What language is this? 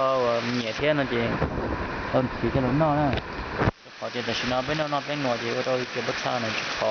Hmong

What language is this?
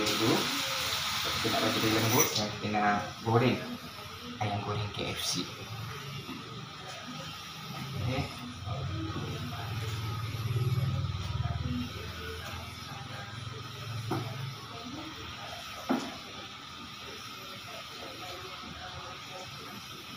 Malay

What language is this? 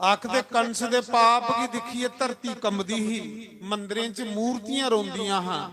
Dogri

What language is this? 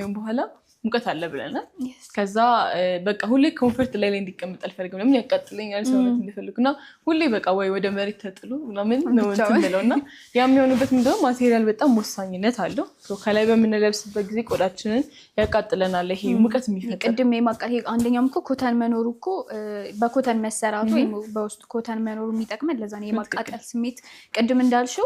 Amharic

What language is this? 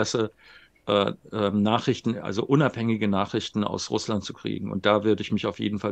German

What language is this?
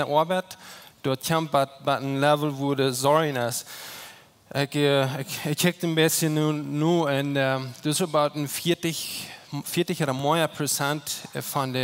Plautdietsch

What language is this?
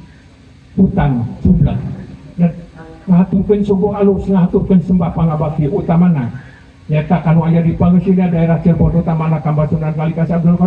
Sundanese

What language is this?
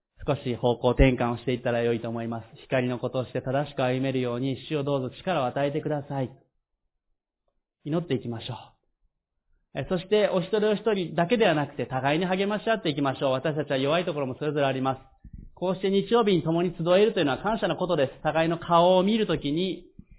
Japanese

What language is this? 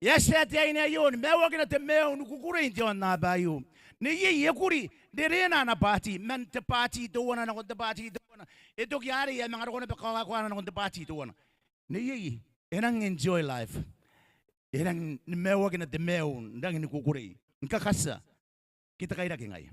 Gilbertese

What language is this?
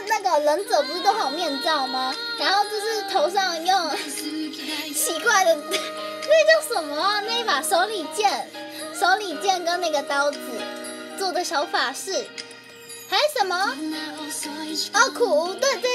Chinese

